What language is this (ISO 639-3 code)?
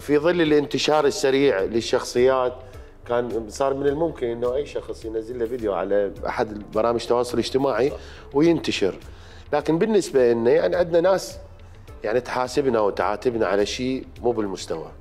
acm